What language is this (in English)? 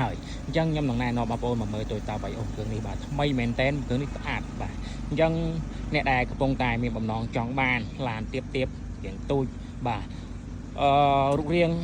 Khmer